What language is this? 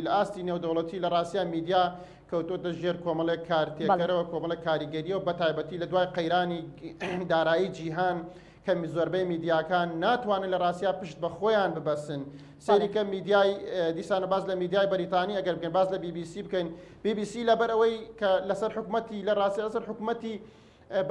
Central Kurdish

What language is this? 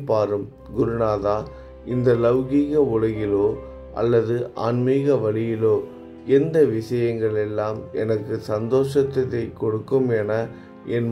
Tamil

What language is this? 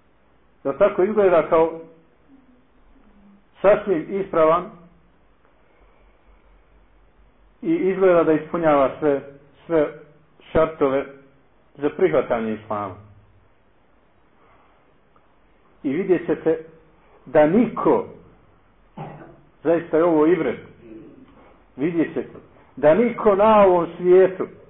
Bosnian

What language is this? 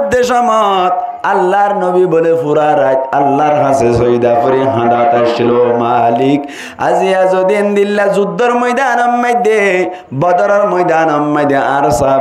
Rohingya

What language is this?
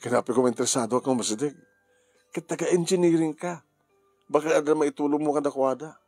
Iloko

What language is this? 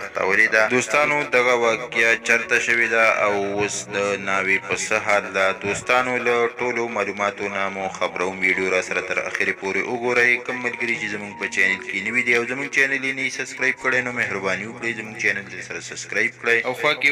Pashto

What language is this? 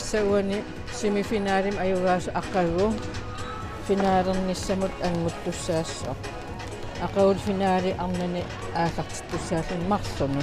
Kalaallisut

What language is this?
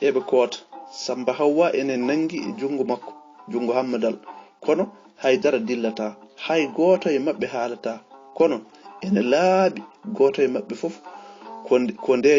Fula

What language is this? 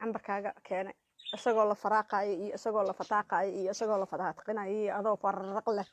Somali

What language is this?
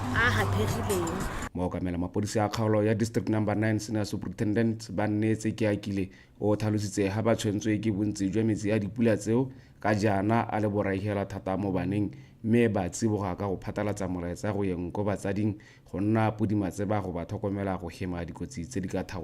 Tswana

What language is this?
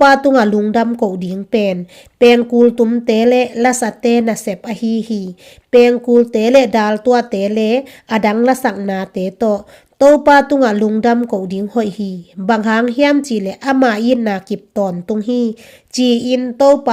Tedim Chin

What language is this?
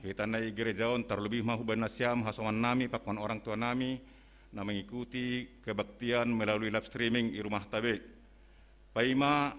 Batak Simalungun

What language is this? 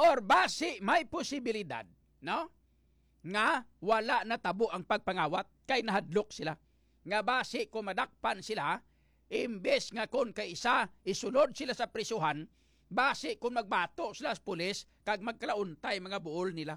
Hiligaynon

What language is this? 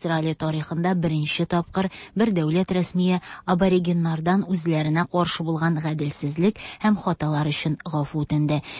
Tatar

